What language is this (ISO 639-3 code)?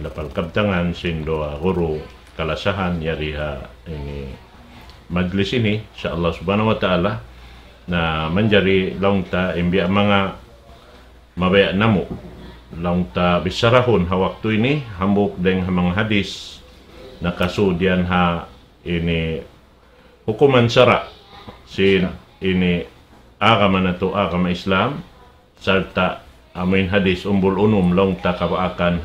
tsg